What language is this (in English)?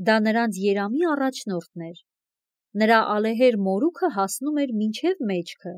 Armenian